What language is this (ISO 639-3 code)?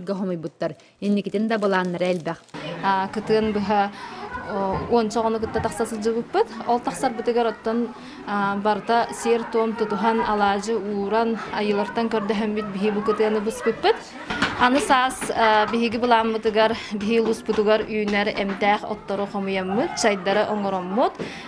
sah